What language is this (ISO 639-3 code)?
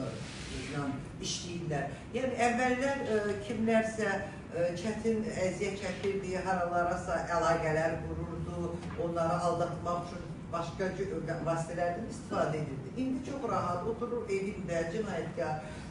aze